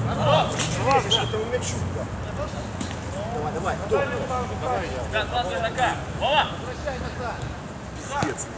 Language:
Russian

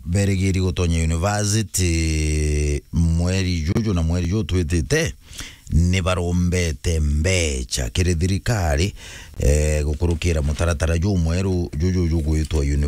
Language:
Meru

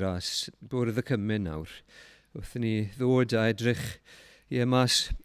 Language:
Welsh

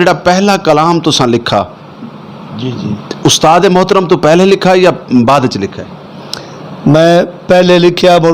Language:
Western Panjabi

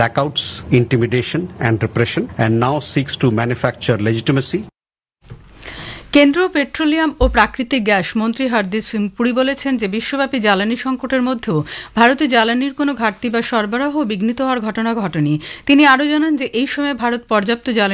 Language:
Bangla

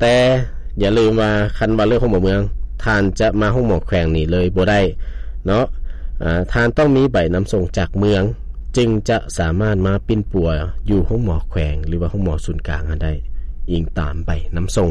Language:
Lao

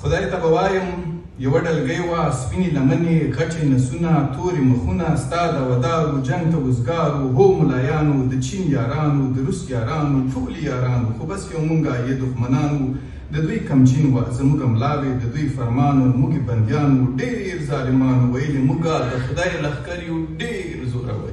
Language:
Pashto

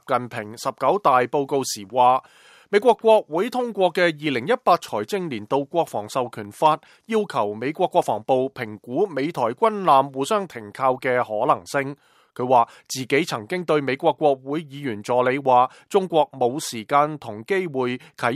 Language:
Cantonese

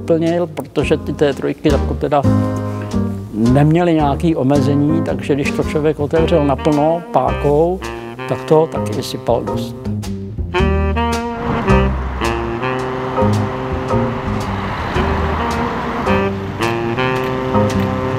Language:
Czech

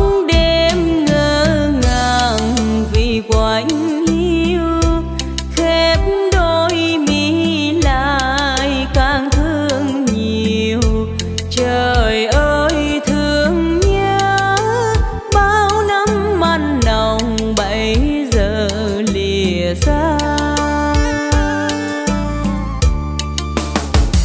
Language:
Vietnamese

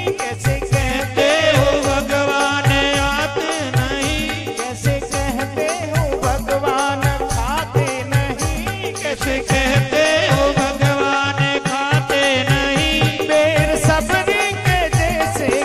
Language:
Hindi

